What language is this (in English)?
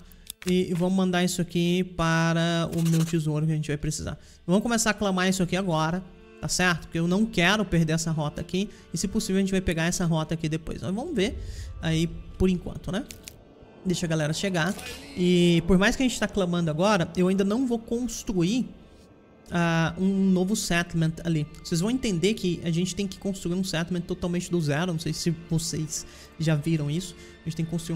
Portuguese